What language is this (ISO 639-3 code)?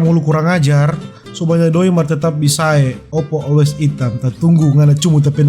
xmm